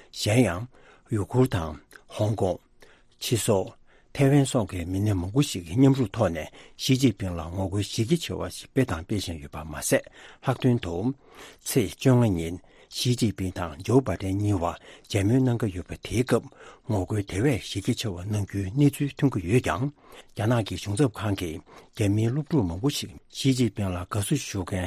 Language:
Tibetan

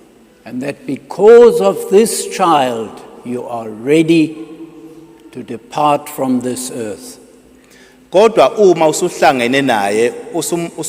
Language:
Zulu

